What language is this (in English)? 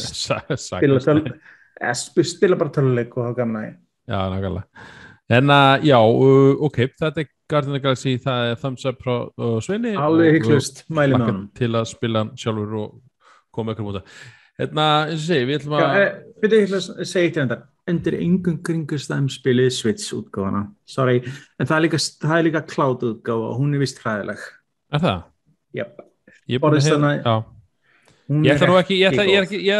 Icelandic